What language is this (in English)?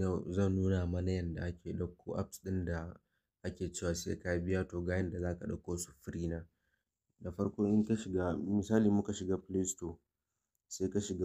Hausa